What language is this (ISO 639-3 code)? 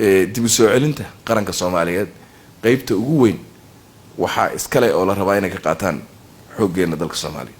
som